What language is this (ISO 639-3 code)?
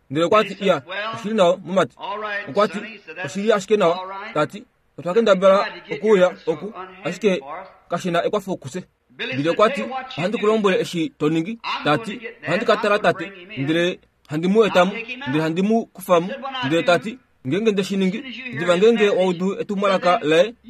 kua